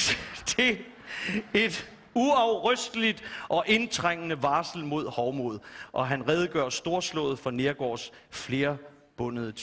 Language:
Danish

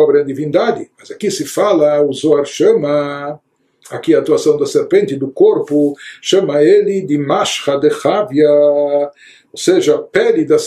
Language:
Portuguese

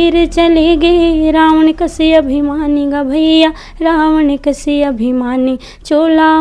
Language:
Chhattisgarhi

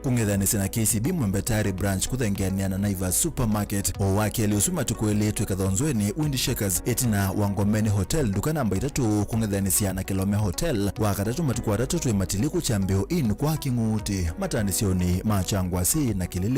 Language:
Kamba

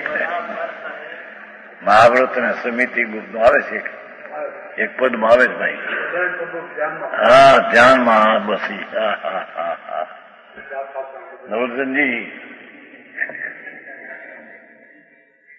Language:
Gujarati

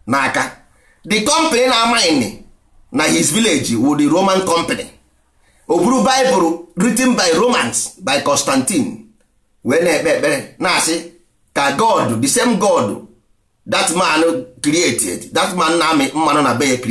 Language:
Igbo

